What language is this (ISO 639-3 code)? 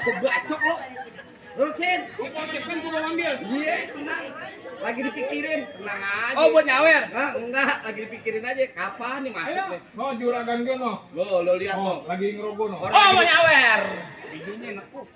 bew